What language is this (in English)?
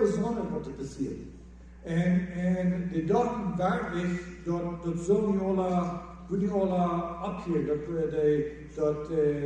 Plautdietsch